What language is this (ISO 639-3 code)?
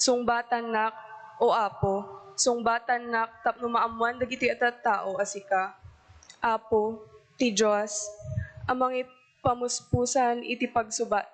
ilo